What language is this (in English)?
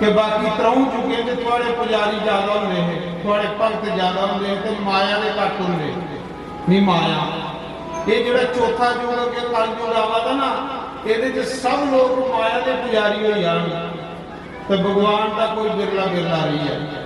Dogri